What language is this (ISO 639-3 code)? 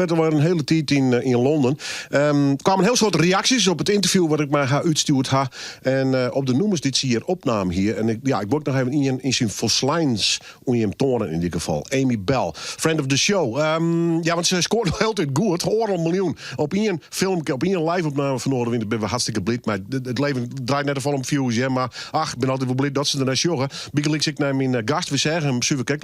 fry